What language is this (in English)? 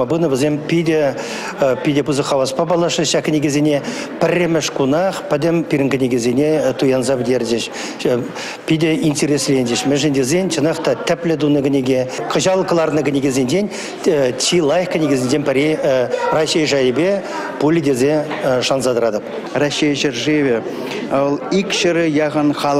Chuvash